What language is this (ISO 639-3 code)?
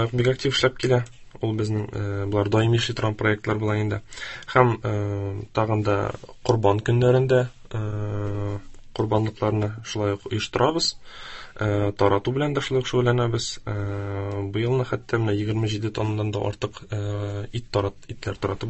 tat